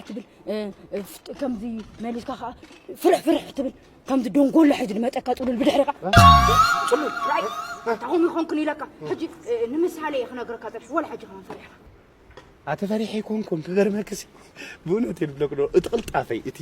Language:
Tigrinya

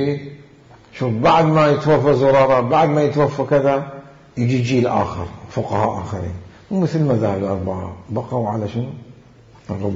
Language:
Mesopotamian Arabic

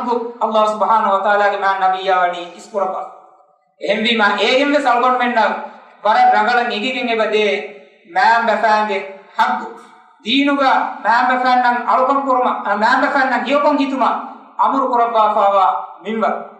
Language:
Divehi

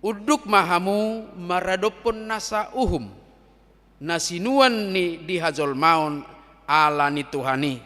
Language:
Batak Toba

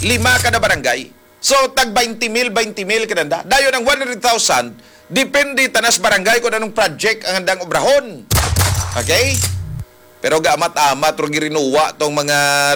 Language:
Hiligaynon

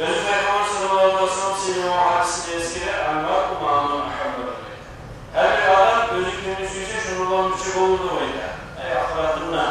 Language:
Kumyk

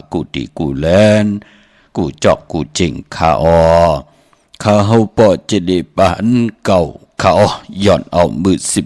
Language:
Shan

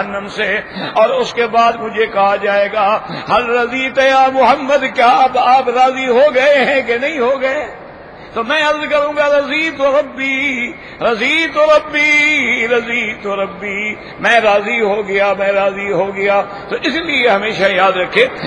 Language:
Urdu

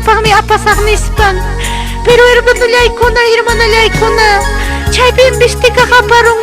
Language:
Ayacucho Quechua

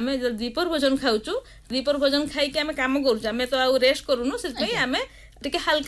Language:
Odia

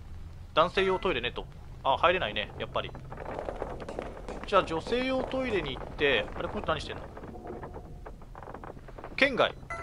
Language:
Japanese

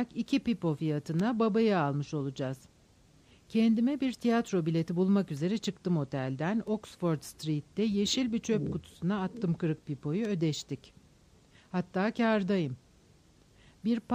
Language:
Turkish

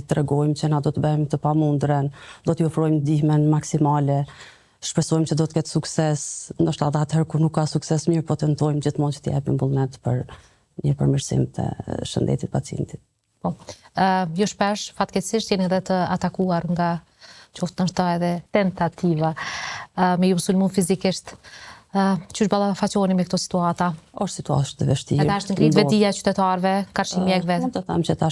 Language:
Albanian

